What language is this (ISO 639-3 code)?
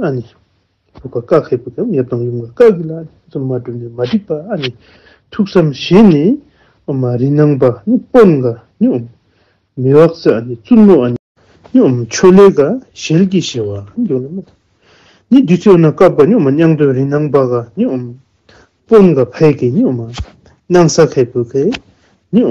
bod